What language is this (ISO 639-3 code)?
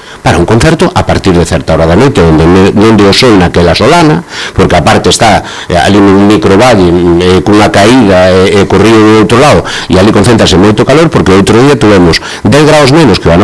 glg